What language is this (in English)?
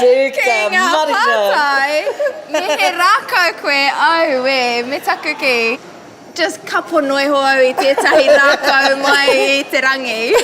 Māori